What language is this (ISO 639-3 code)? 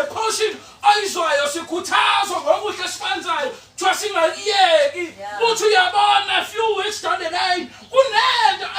zul